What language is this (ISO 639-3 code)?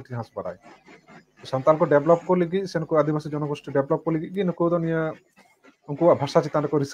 sat